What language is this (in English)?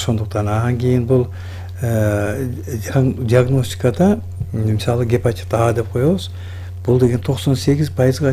Kyrgyz